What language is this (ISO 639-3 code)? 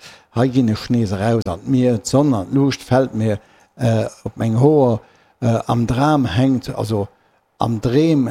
ltz